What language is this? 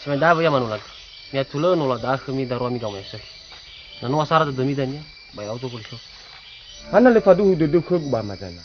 Nias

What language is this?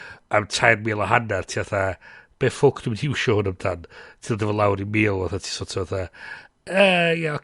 Welsh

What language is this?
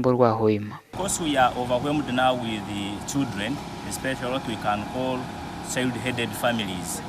Nyankole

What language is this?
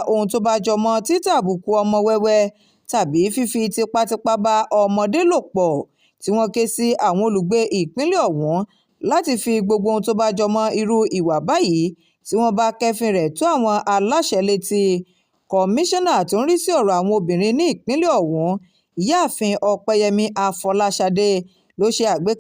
Yoruba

